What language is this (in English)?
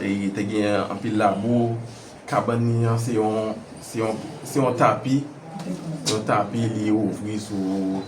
Haitian Creole